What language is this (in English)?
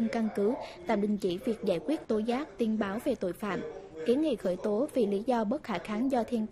Vietnamese